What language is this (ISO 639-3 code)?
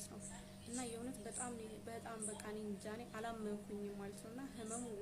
amh